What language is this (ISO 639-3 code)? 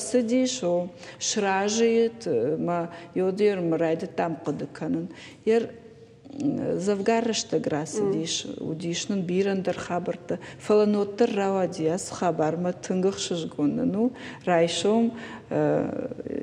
oss